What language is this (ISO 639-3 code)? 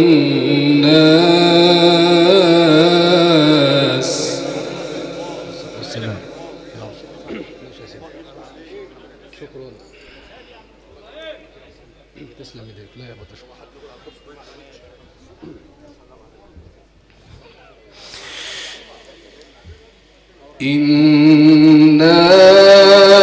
ara